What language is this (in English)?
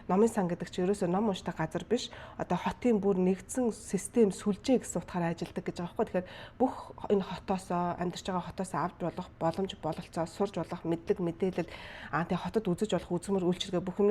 Mongolian